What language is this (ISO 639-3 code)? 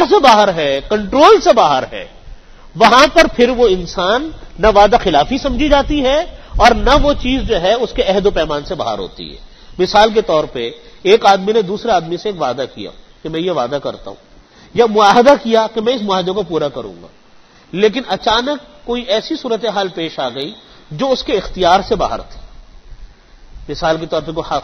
urd